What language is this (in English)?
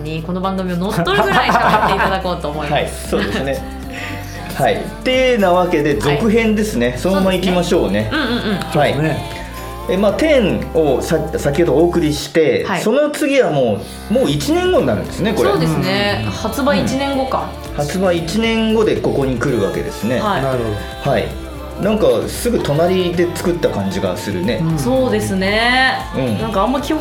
Japanese